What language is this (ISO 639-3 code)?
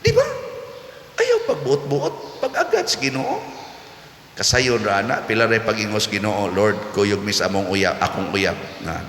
ceb